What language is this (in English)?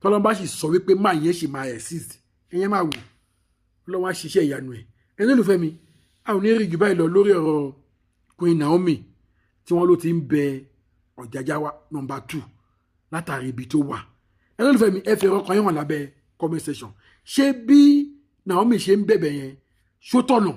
Yoruba